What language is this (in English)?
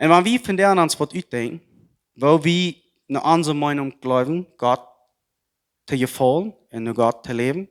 Plautdietsch